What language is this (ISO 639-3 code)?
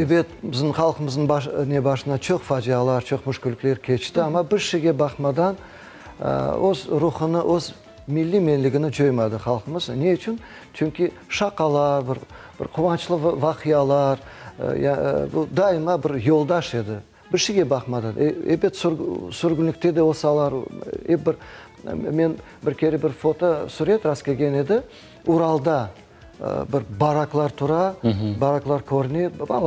crh